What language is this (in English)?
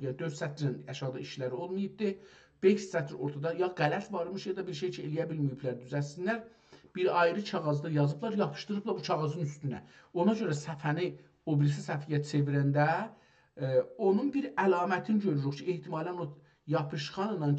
South Azerbaijani